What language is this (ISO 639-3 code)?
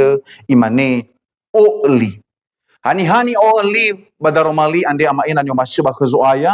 nia